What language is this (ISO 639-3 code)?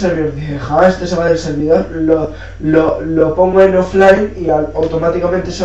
spa